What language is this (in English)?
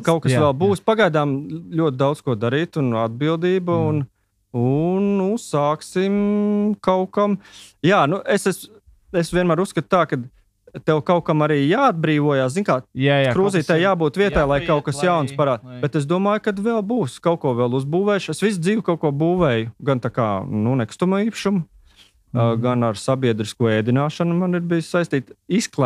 Latvian